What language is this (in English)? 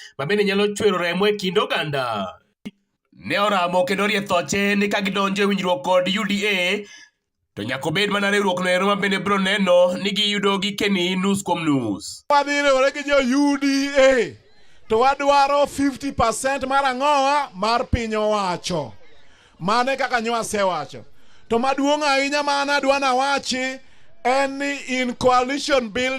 Luo (Kenya and Tanzania)